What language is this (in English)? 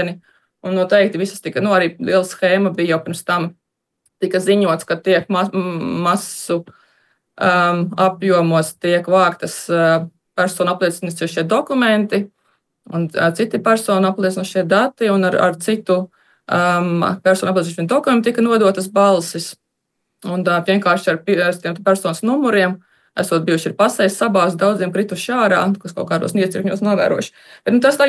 Latvian